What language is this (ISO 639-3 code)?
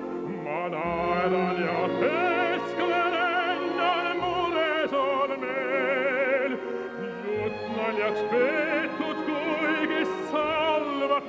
est